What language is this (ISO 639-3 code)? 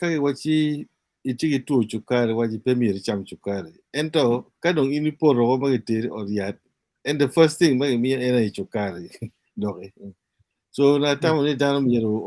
ach